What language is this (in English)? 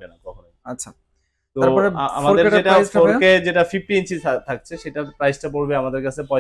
Bangla